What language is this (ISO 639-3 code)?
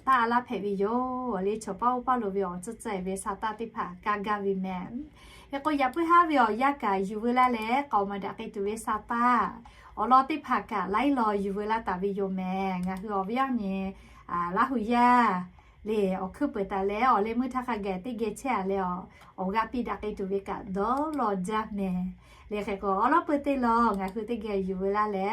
lhu